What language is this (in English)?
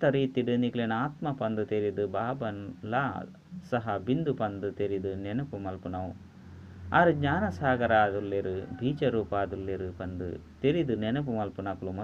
Tulu